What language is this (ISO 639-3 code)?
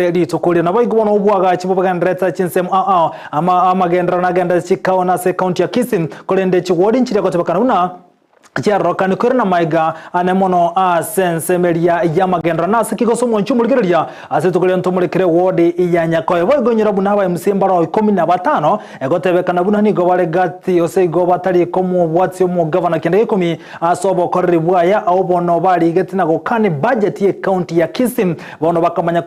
guz